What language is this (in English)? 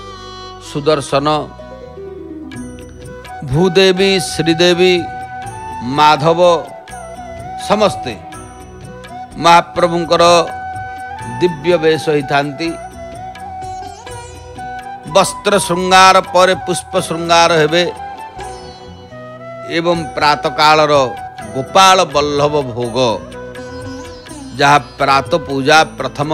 Odia